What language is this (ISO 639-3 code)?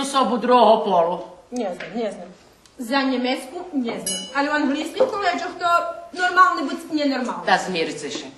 rue